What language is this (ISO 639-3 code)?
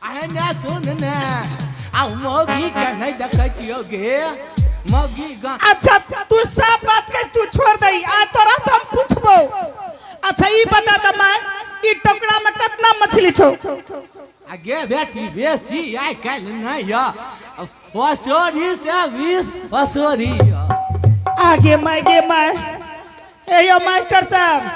anp